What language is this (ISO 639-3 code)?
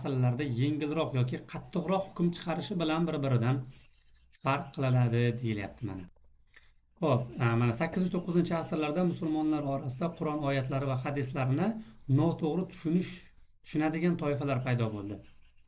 uzb